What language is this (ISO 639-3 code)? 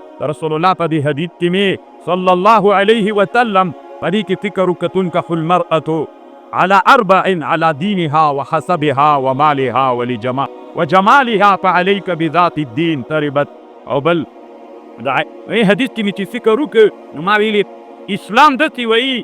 pus